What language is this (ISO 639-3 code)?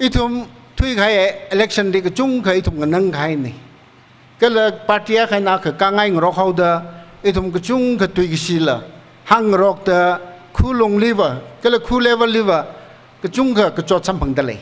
nmf